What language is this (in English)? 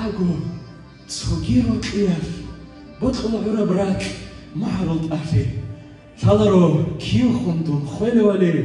Avaric